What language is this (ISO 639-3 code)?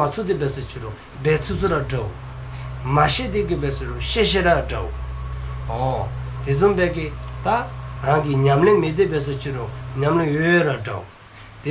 dzo